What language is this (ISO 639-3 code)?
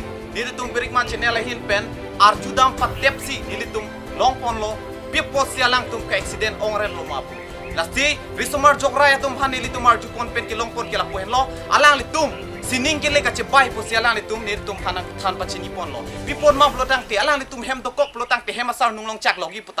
mjw